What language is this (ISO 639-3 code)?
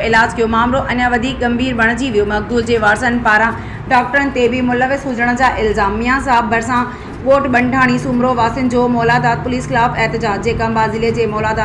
snd